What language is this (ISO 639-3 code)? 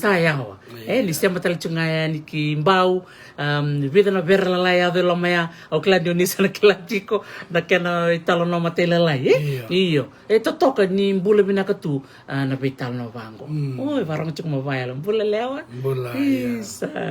fij